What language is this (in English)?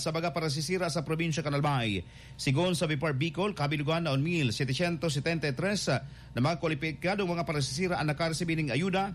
Bikol